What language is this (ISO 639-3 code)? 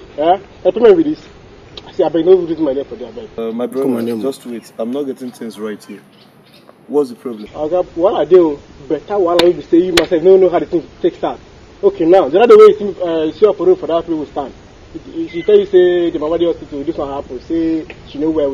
pcm